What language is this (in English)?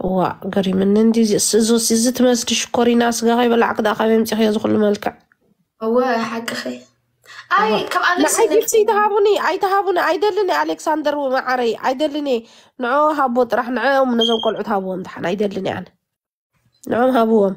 Tigrinya